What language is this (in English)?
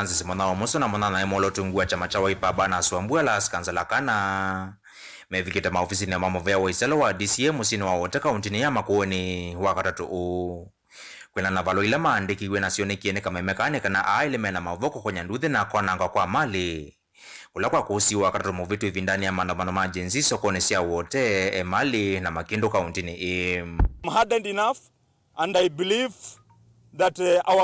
Kamba